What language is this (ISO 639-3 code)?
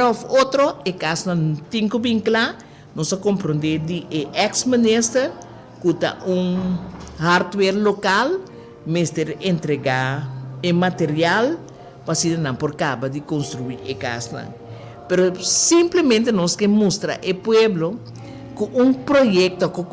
pap